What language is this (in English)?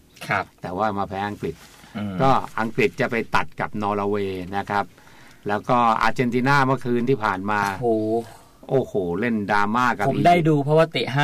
Thai